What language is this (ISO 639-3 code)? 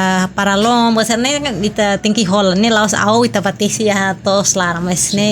tet